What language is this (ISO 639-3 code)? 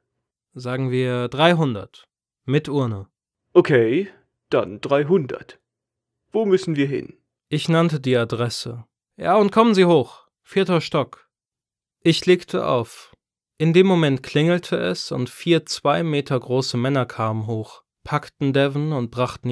deu